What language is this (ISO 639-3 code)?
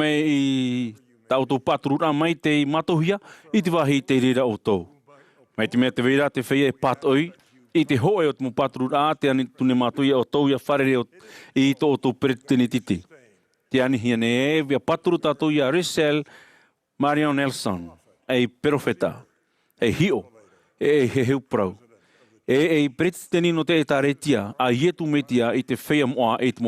tah